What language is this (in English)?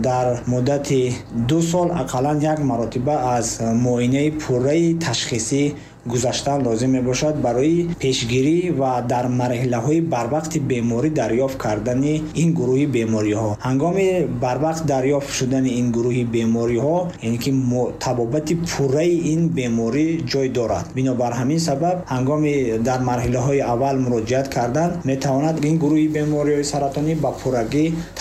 Tajik